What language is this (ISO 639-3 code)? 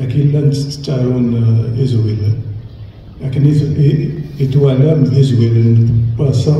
kab